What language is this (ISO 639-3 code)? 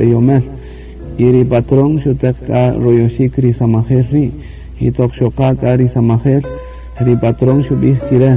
cak